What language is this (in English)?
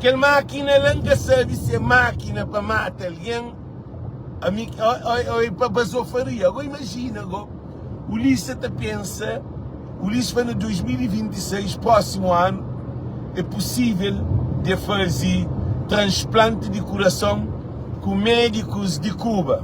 Kabuverdianu